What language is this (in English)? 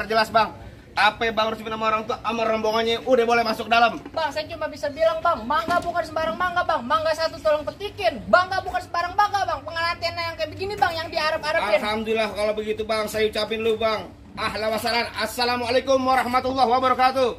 Betawi